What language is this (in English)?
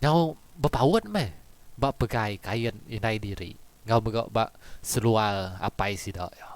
Iban